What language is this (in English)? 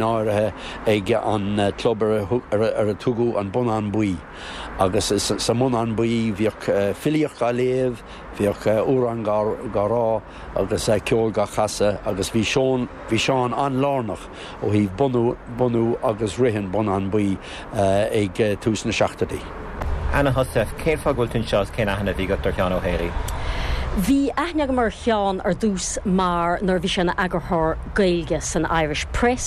Irish